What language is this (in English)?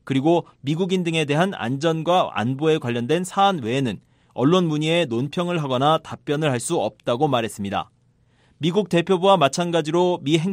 Korean